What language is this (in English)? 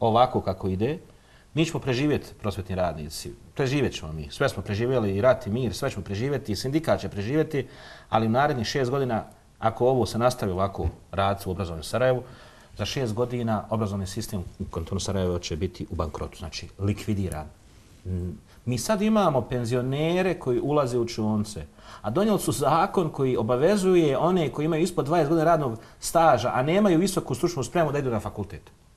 Bosnian